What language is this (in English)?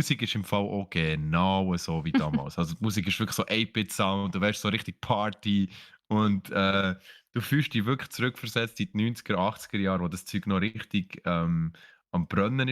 Swiss German